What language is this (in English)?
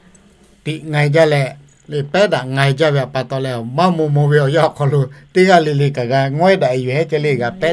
Lahu